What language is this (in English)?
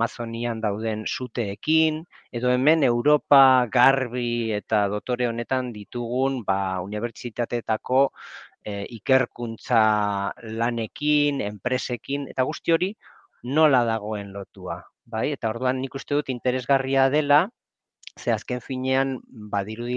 Basque